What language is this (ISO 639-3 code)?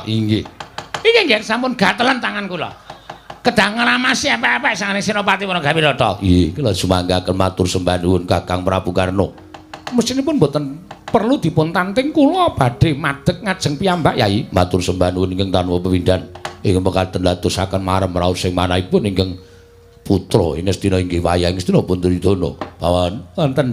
jav